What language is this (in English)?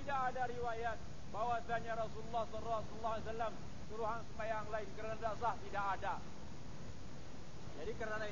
Malay